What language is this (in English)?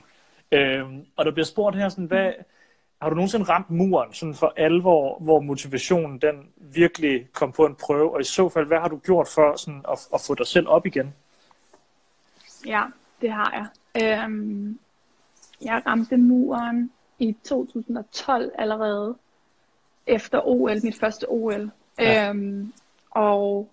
Danish